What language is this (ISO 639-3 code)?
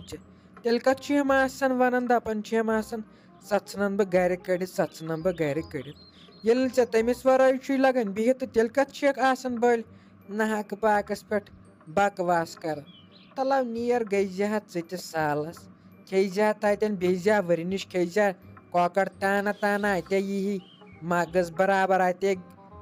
kas